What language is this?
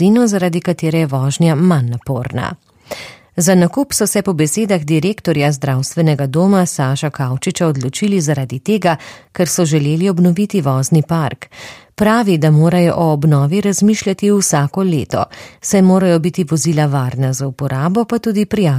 Slovenian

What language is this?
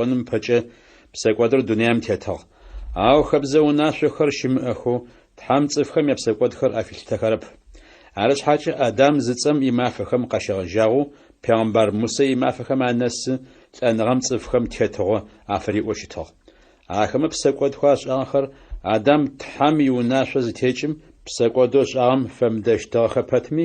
Adyghe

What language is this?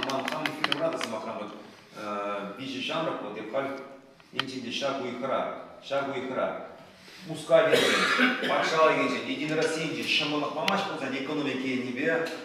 Chuvash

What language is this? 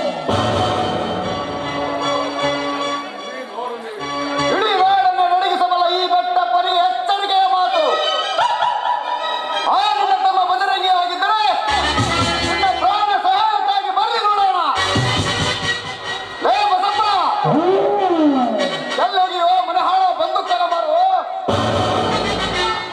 Kannada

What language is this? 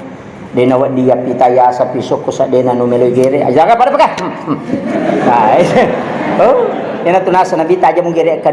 Buginese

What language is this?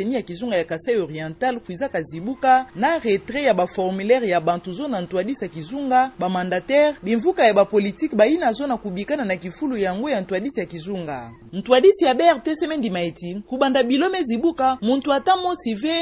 Kituba (Democratic Republic of Congo)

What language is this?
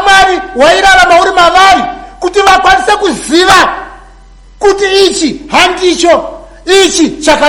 Shona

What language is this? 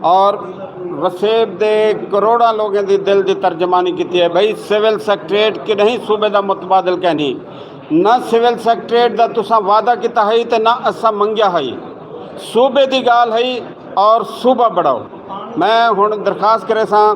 Saraiki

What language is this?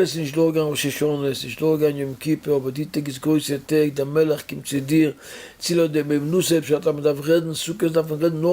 Yiddish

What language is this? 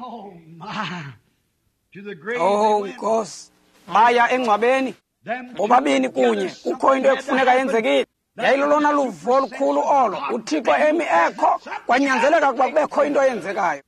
Xhosa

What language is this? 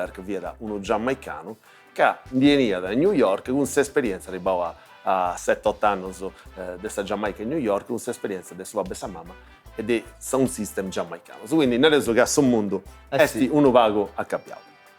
Sardinian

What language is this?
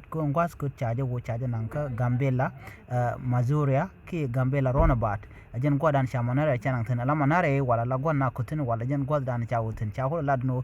Nuer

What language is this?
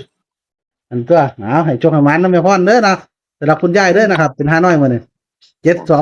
Northeastern Thai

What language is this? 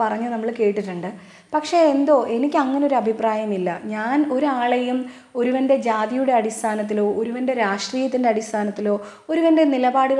Malayalam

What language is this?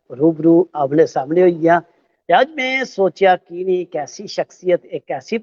Dogri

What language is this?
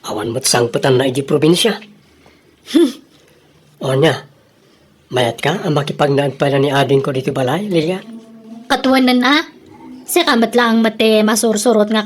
Iloko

